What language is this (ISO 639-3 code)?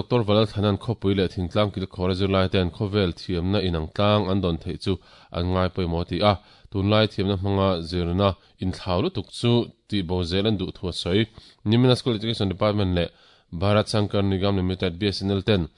lus